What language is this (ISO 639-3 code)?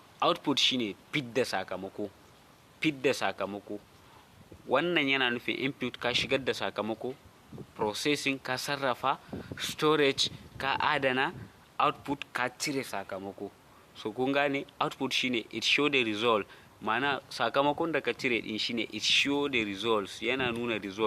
hau